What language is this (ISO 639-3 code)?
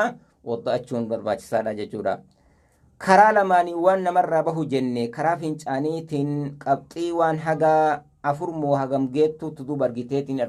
orm